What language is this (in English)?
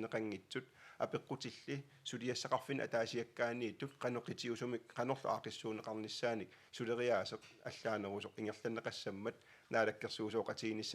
Kalaallisut